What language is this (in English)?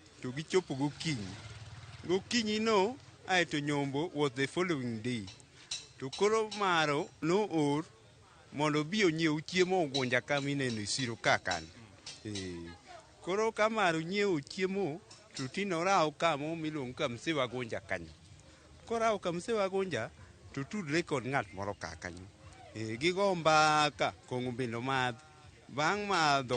Luo (Kenya and Tanzania)